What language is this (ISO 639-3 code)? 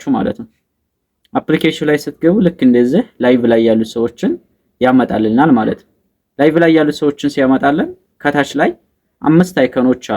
amh